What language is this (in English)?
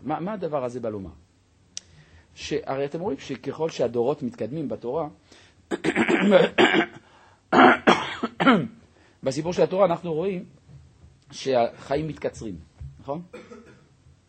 Hebrew